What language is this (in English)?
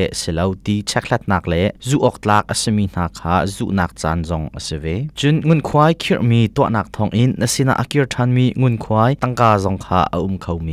Hakha Chin